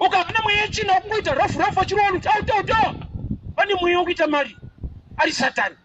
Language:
Shona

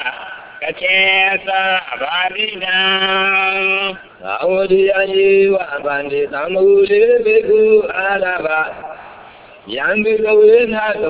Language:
Burmese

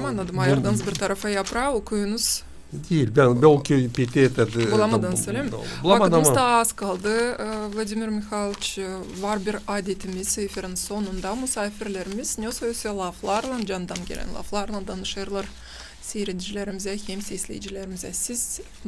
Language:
Gagauz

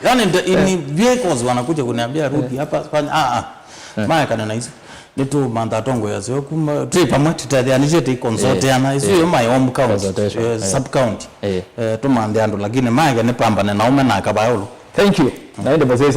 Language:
Kamba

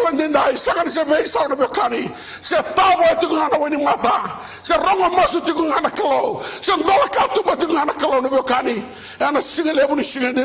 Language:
Fijian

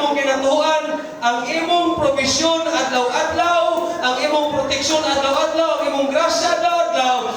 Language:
Cebuano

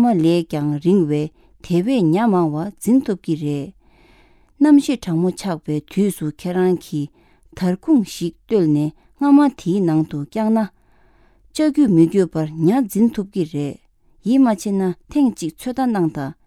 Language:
Tibetan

